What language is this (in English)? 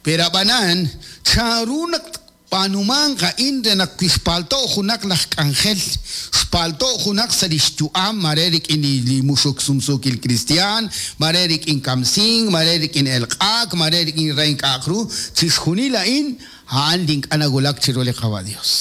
Kekchí